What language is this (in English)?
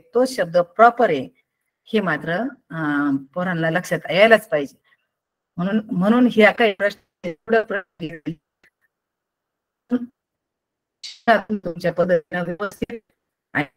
Marathi